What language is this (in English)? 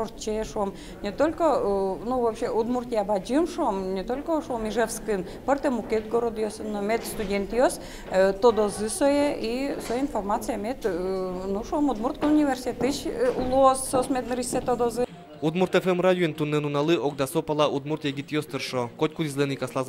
Udmurt